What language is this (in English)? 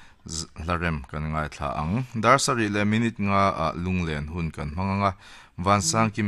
Mizo